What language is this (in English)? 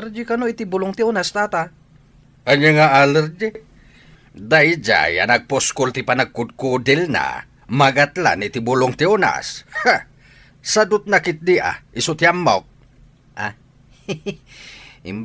Iloko